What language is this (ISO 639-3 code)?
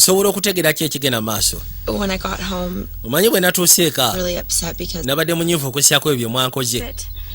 lug